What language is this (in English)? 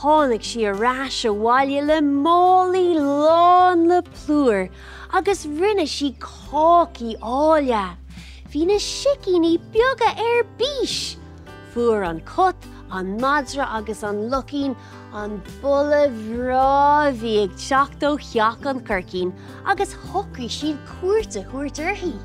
Irish